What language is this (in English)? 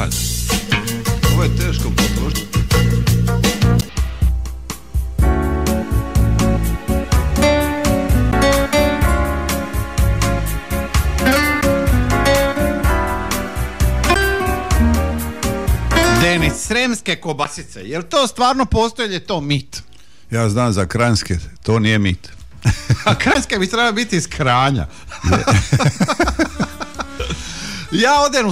Croatian